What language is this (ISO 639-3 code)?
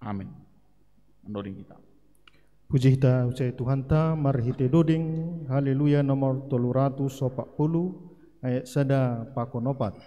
bts